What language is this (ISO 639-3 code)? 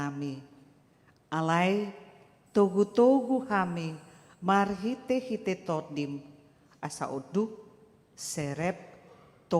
bbc